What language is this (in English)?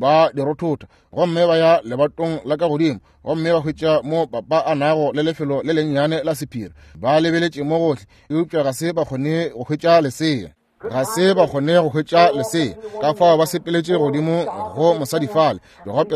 Northern Sotho